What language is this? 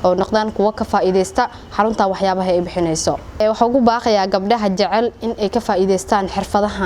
Somali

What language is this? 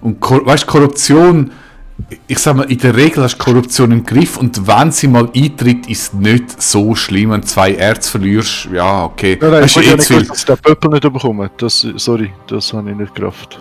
Swiss German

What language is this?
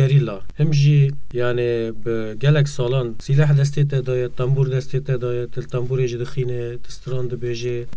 Kurdish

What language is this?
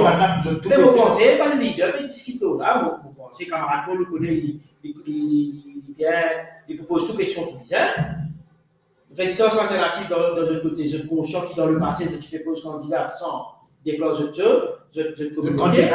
Morisyen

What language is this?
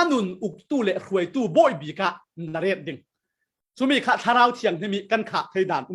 Falam Chin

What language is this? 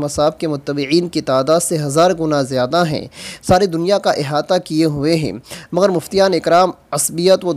Urdu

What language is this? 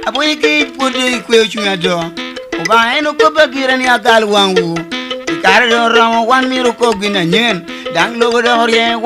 Lango (Uganda)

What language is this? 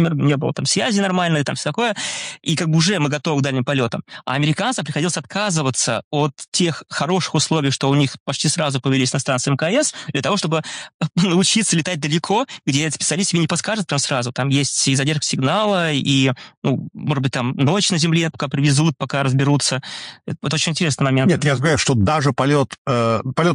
Russian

